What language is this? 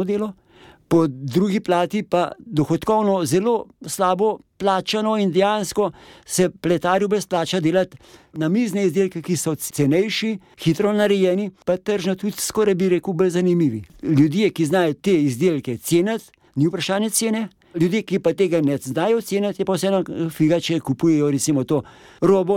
Slovenian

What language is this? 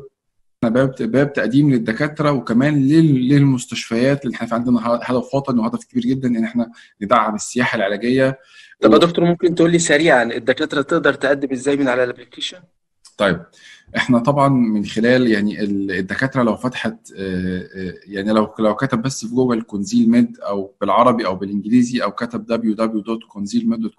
Egyptian Arabic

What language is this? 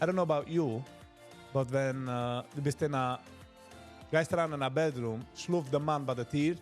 Yiddish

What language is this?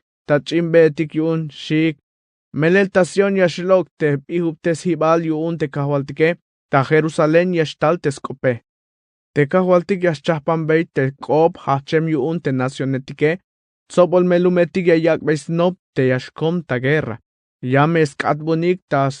Tzeltal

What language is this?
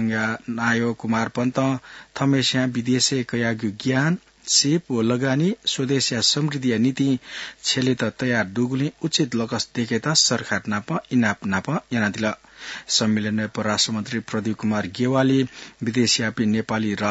Newari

